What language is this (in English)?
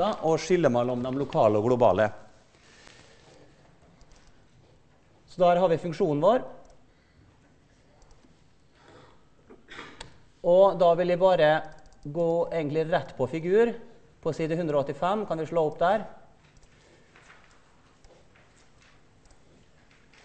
Norwegian